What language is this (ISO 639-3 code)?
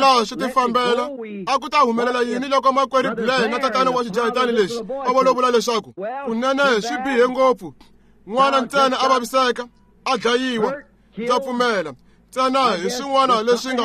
tso